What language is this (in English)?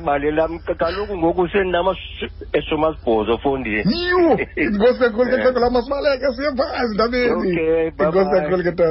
Xhosa